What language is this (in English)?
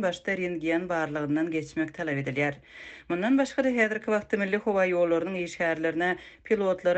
Turkmen